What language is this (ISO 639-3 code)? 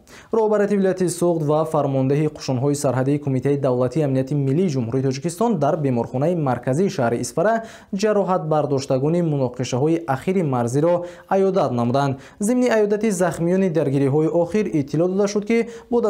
tgk